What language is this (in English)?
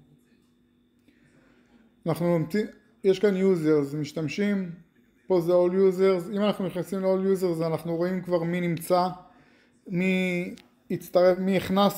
Hebrew